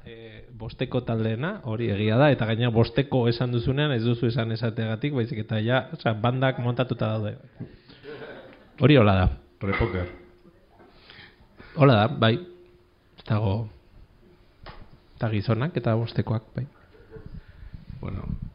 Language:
Basque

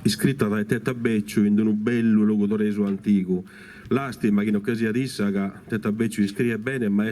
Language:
Sardinian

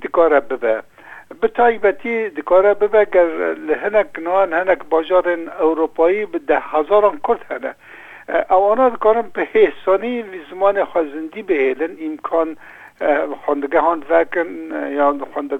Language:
Kurdish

